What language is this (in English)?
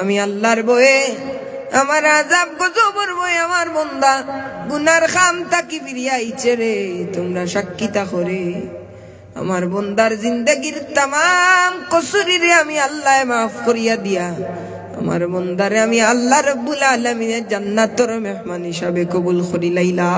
Sylheti